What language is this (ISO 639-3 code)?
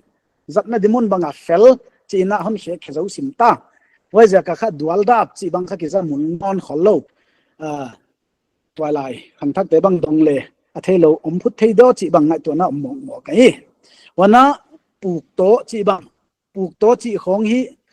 pck